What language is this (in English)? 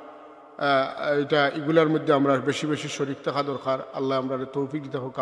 Sylheti